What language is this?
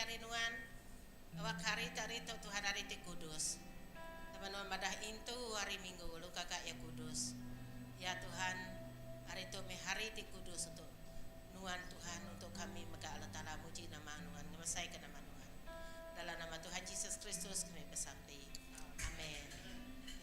Iban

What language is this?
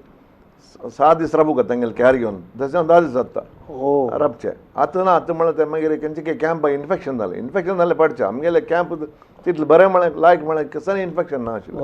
Konkani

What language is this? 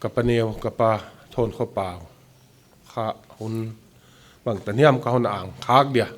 Paite Chin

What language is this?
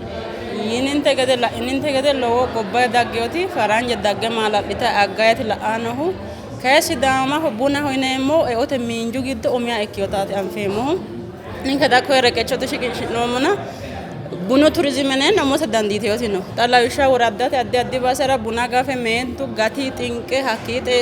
Sidamo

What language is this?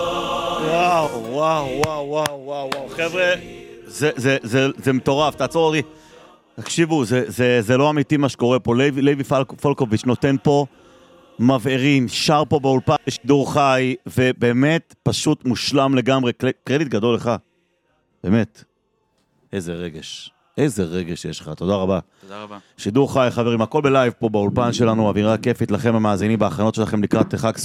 Hebrew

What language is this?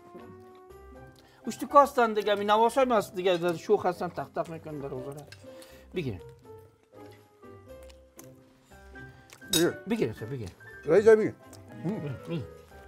Persian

